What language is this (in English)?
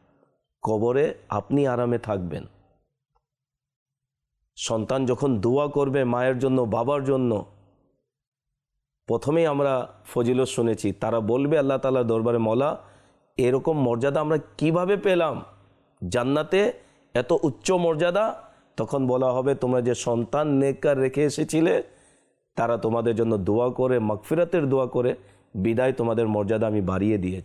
Bangla